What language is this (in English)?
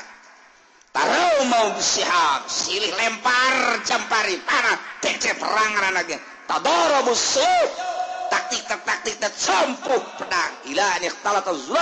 Sundanese